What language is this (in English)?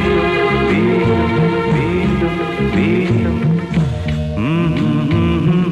Malayalam